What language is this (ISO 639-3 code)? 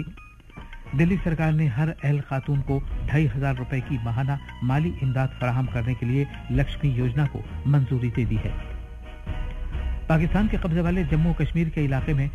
urd